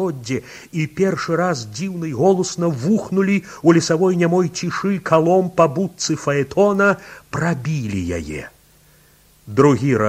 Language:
Belarusian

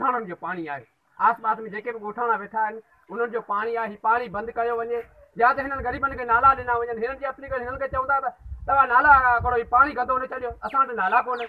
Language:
Sindhi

